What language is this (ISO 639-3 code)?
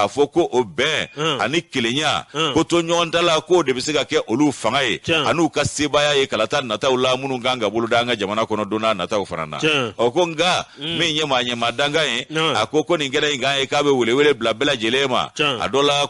bam